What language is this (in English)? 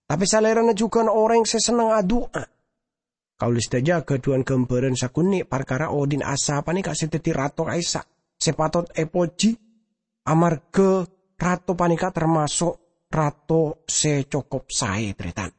Madurese